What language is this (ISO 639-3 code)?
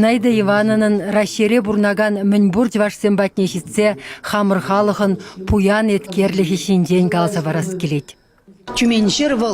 chv